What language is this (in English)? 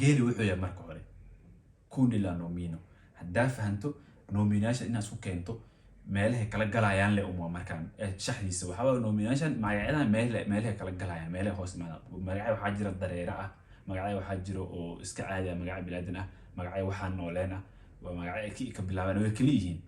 Somali